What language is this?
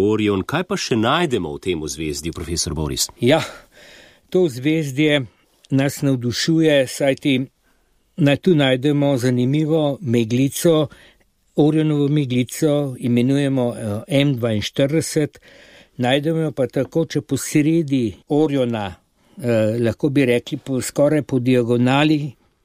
Slovenian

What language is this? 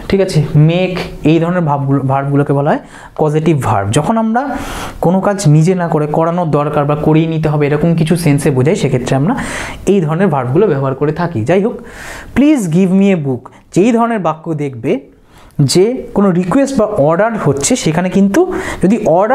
Bangla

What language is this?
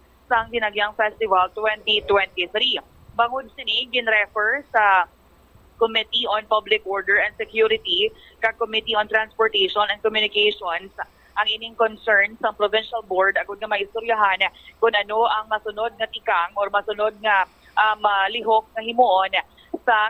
Hiligaynon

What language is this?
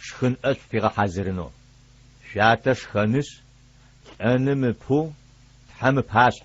Adyghe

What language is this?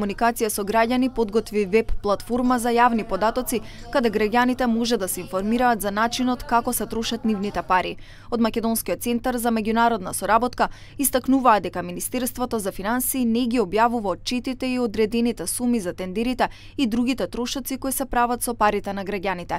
Macedonian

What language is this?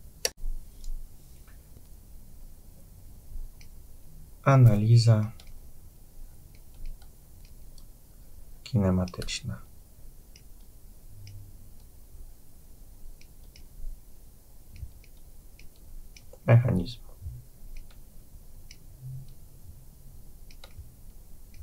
Polish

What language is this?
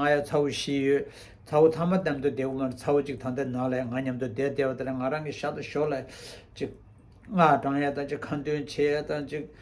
Tibetan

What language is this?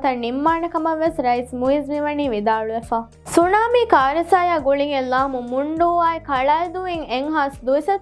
Divehi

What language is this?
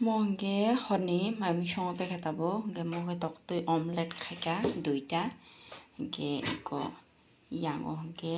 Kok Borok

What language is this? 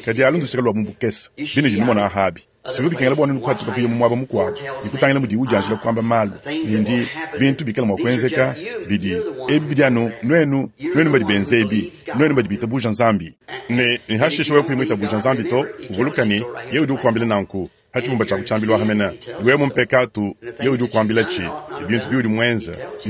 Luba-Lulua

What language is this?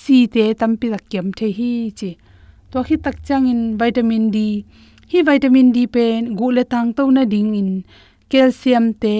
Tedim Chin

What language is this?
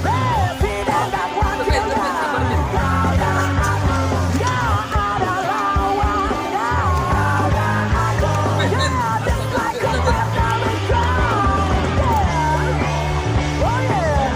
Betawi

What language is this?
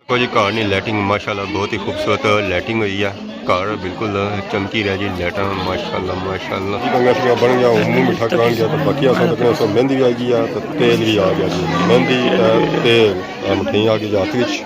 Pahari-Potwari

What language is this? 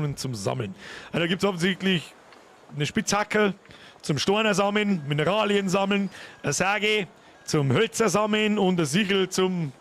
Bavarian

